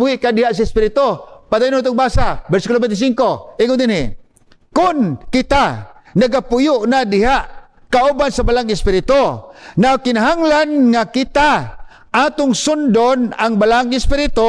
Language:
Cebuano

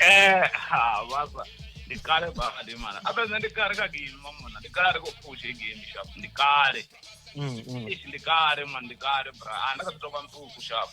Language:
Venda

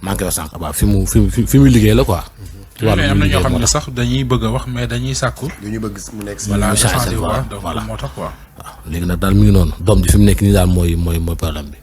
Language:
Wolof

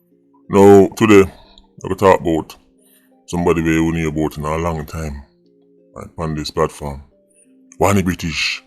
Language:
Jamaican Creole English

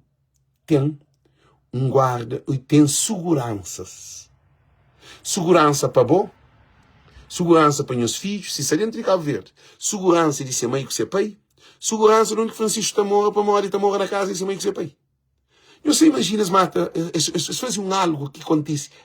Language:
Kabuverdianu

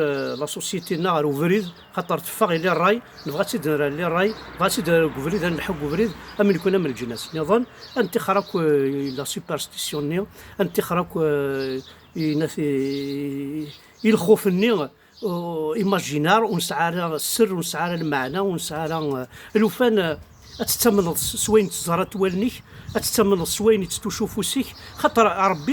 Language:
Kabyle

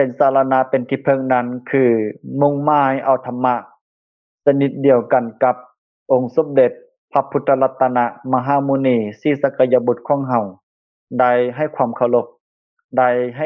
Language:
Lao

